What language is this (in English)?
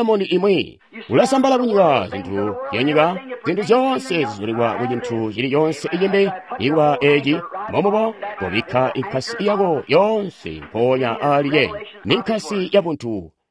Tonga (Zambia)